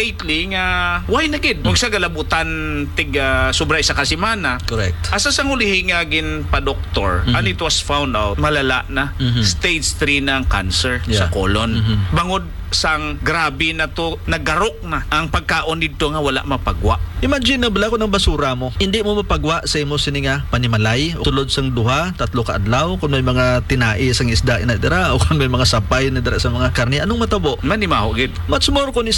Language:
Hiligaynon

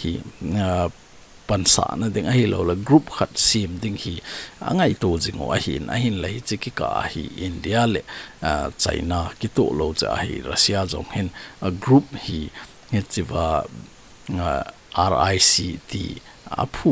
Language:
Thado Chin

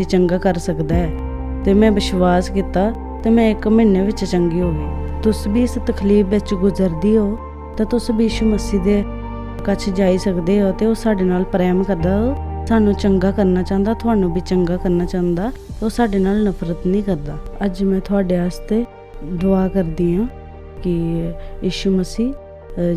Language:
Dogri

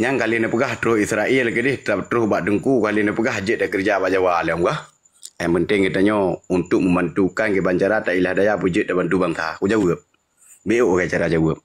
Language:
Achinese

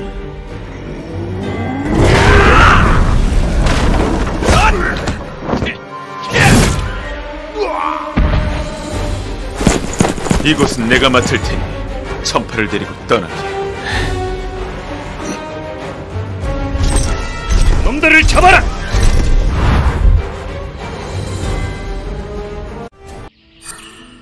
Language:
Korean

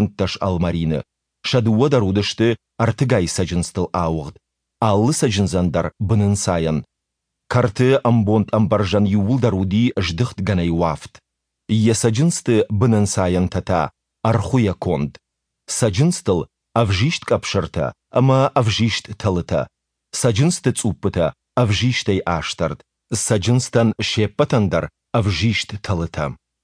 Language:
Ossetic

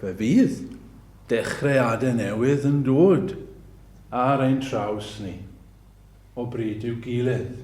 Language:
Welsh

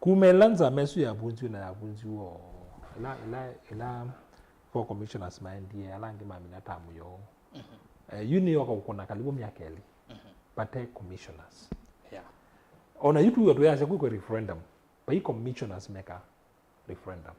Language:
Kamba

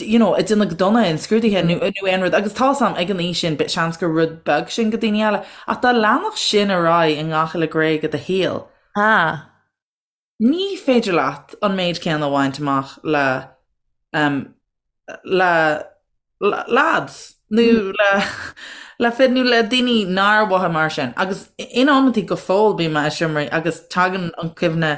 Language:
Irish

